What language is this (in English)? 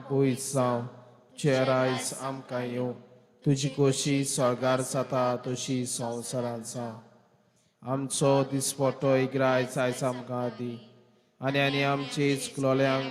Konkani